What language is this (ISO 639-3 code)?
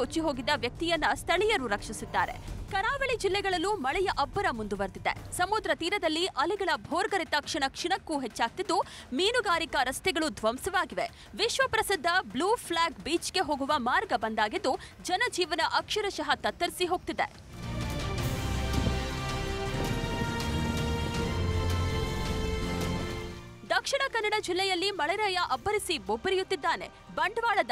kan